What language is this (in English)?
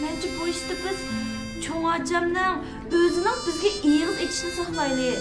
Uyghur